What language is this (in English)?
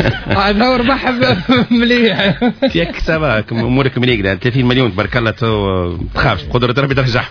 Tunisian Arabic